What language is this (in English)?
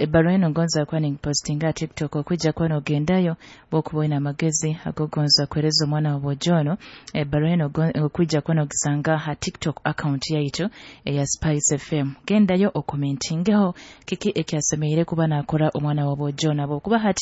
Nyoro